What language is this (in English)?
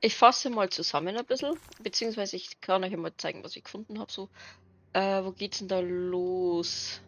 Bavarian